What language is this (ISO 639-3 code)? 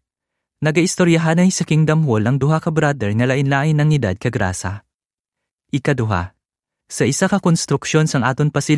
hil